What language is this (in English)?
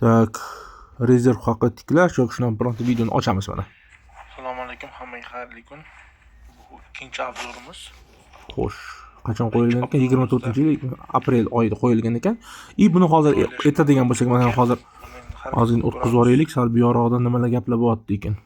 Uzbek